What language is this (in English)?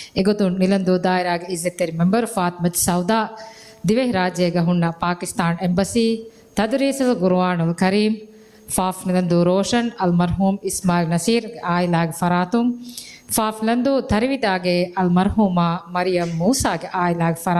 Divehi